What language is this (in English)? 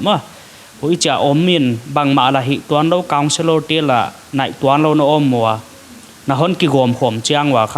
Paite Chin